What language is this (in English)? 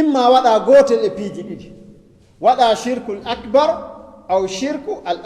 Fula